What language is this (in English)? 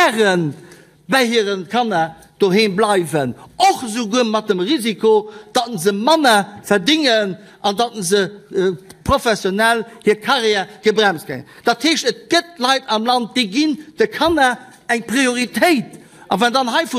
Luxembourgish